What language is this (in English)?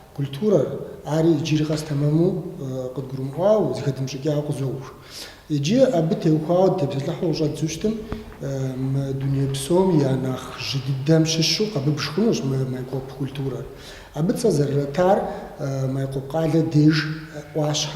Kabardian